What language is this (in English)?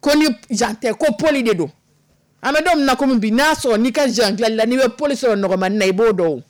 Dyula